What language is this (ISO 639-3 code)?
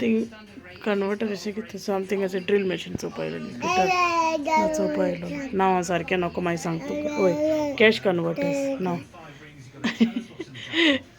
kok